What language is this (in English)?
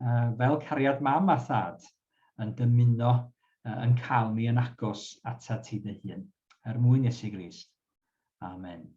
Welsh